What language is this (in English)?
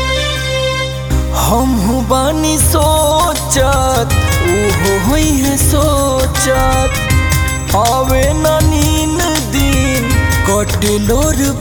Bhojpuri